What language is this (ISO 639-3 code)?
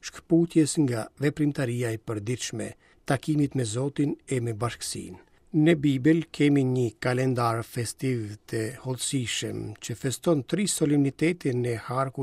sqi